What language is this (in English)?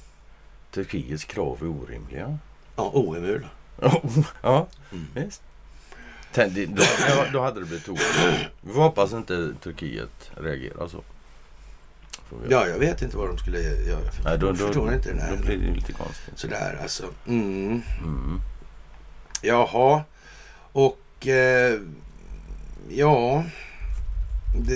Swedish